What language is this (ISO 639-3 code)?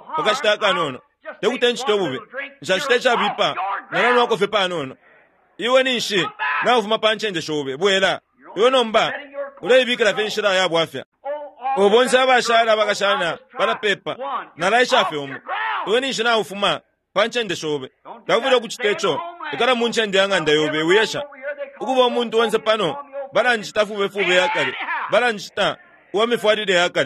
bem